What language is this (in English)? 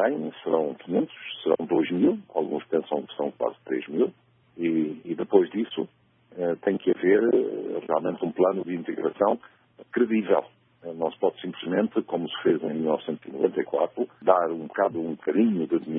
Portuguese